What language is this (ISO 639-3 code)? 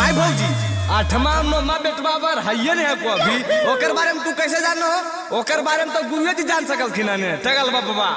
mag